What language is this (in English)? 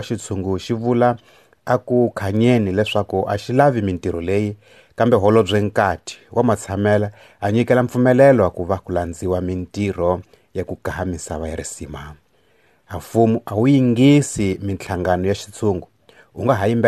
Tsonga